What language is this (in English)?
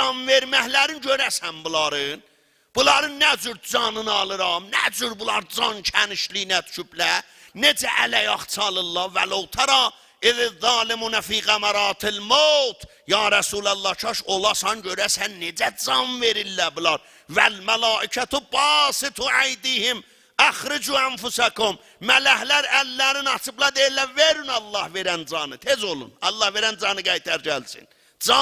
South Azerbaijani